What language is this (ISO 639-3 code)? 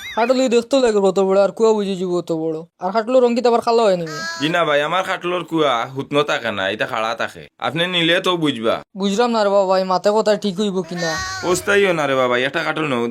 syl